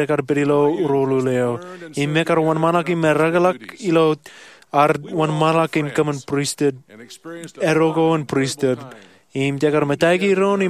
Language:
Marshallese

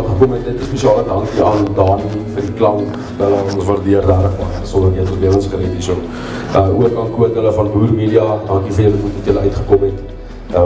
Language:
Afrikaans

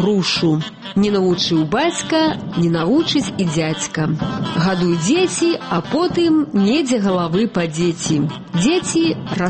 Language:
Belarusian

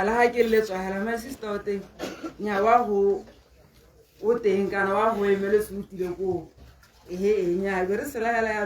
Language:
Tswana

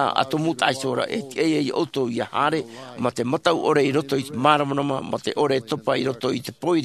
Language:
Tahitian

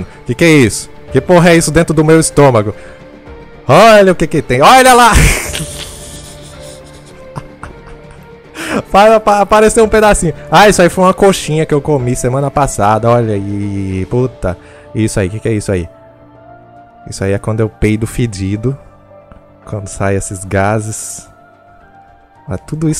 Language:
Portuguese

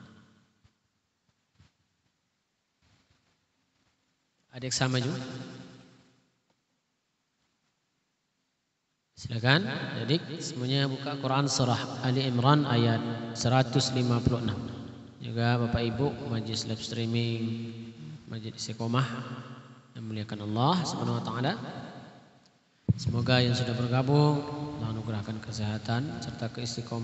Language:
Indonesian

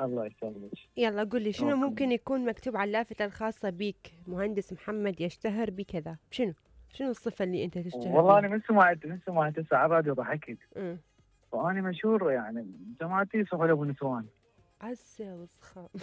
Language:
Mesopotamian Arabic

